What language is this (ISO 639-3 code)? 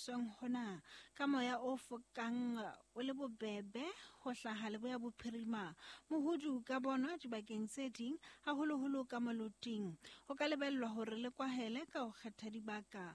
sot